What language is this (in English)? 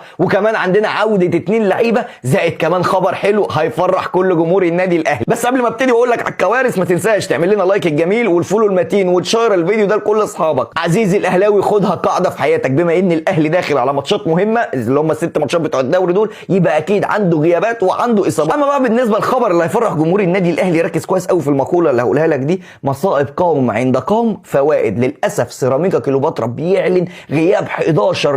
Egyptian Arabic